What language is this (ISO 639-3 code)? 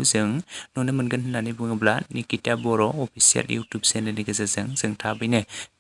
brx